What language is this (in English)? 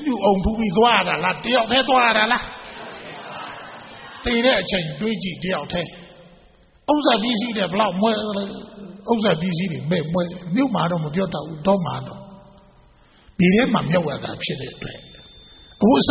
Burmese